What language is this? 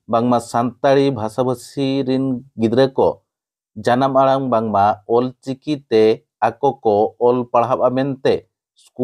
Santali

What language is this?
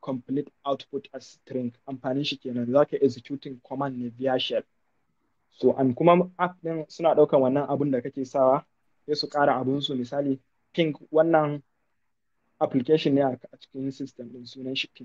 Hausa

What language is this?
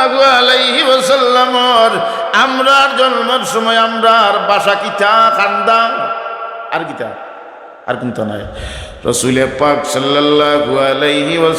Sylheti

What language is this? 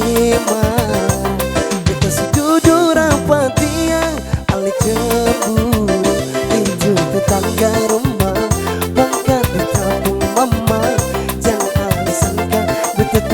Ambonese Malay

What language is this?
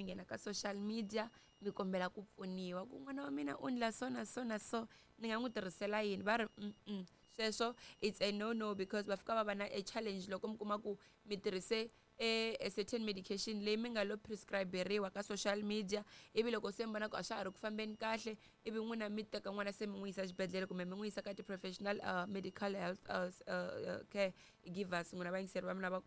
Tsonga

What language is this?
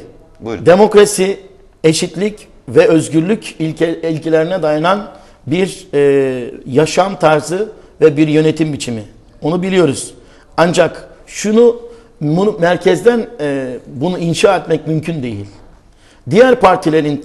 Turkish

